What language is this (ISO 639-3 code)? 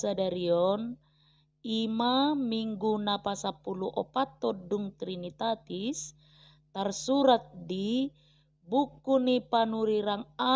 bbc